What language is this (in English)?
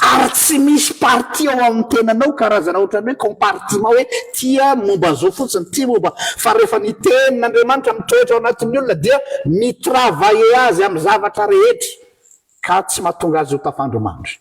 Malagasy